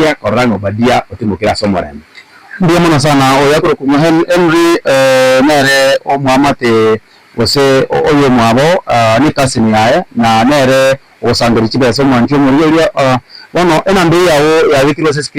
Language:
Gusii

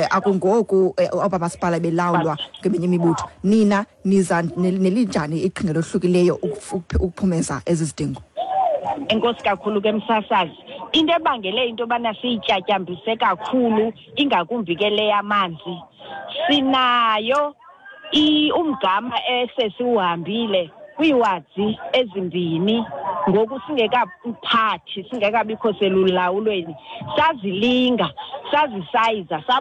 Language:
Xhosa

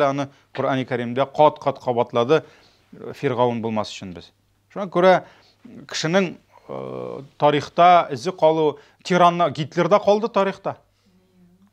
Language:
Tatar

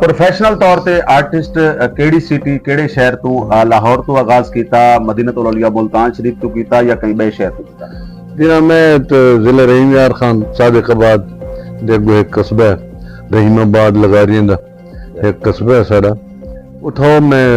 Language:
Saraiki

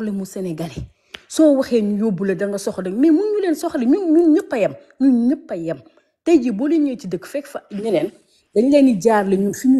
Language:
Wolof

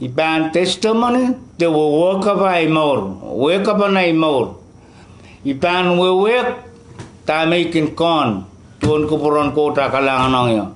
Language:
Pohnpeian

